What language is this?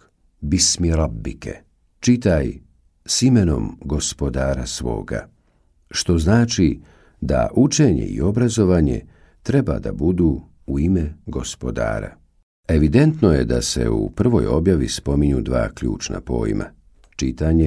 Bosnian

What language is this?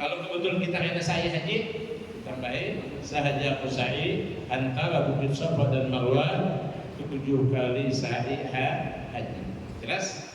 Banjar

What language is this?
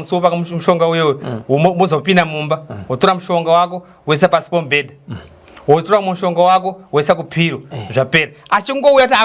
Shona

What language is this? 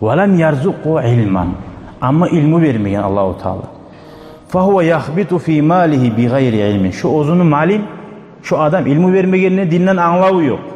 Kumyk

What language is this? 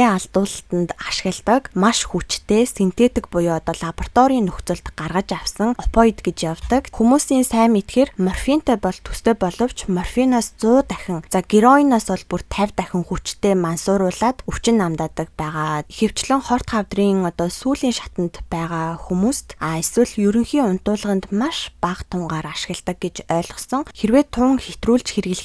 Mongolian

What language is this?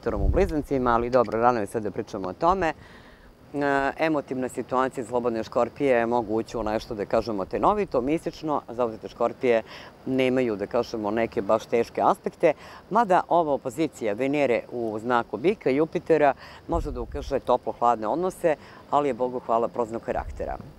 Serbian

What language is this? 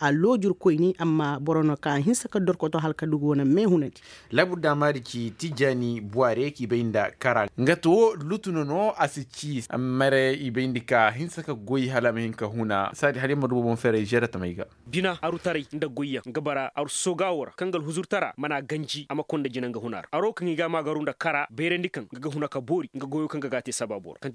Koyraboro Senni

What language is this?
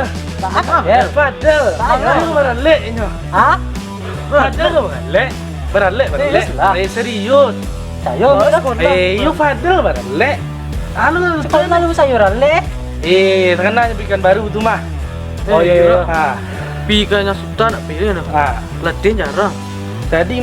Minangkabau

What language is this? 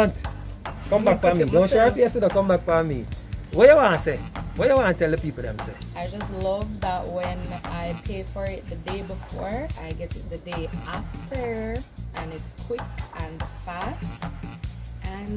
Jamaican Creole English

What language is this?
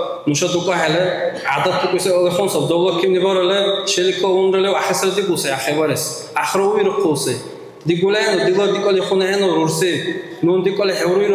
Dargwa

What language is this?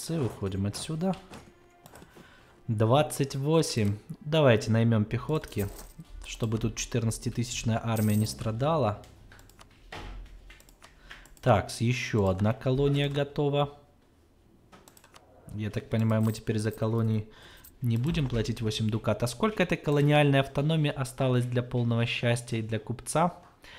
Russian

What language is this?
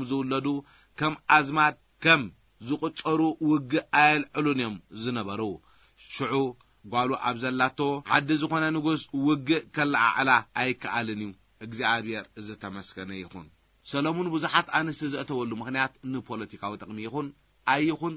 Tigrinya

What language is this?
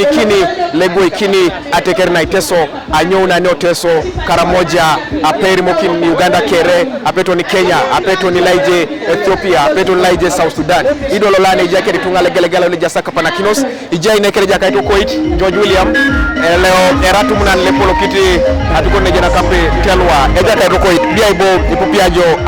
Teso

